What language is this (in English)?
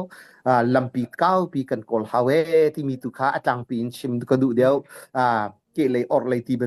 Hakha Chin